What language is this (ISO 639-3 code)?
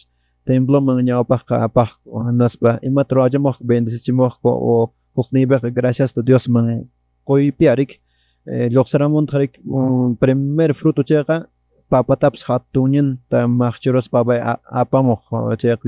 que